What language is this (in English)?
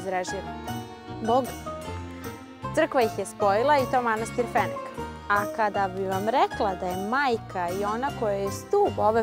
Serbian